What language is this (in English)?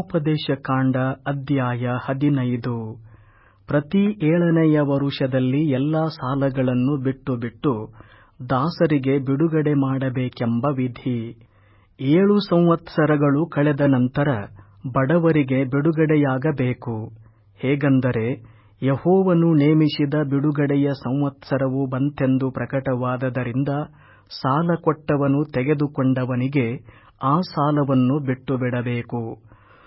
Kannada